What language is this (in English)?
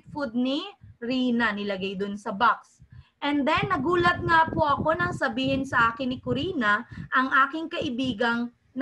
Filipino